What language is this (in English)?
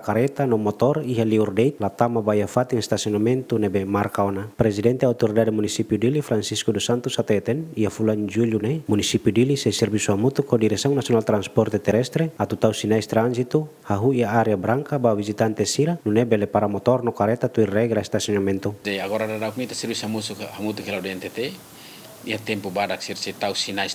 Tetum